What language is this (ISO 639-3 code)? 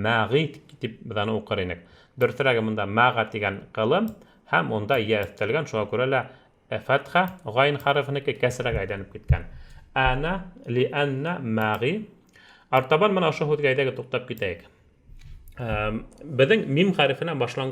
bak